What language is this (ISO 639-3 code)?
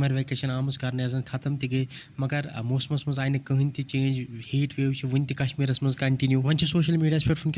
kas